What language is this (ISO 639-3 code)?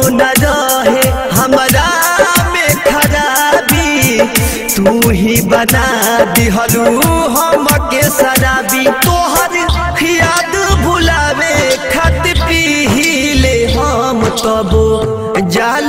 bho